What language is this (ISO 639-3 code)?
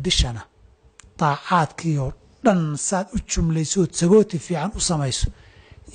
som